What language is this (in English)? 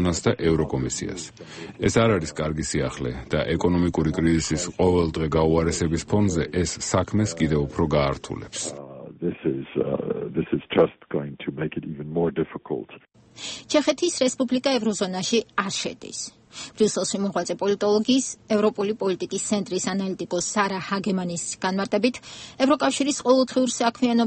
Georgian